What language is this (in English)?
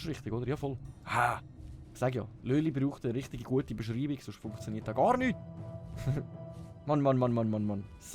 Swiss German